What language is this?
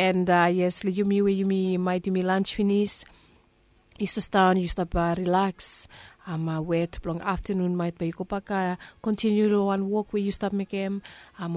Bislama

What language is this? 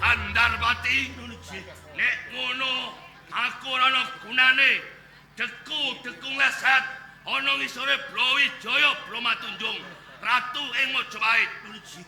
Javanese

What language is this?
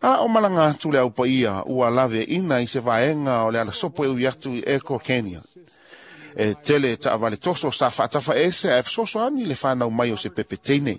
Samoan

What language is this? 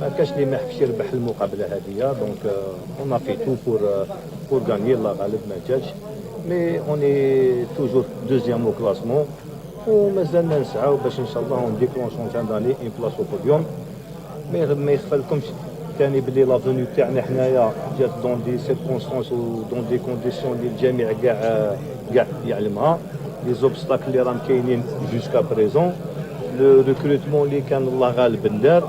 Algerian Arabic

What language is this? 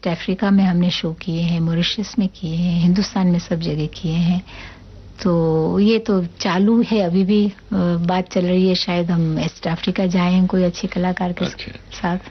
Hindi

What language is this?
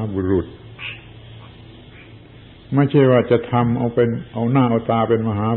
Thai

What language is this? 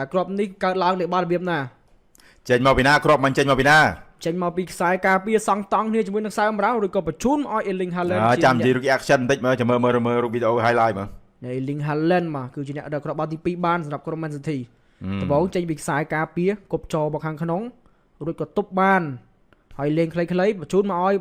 Khmer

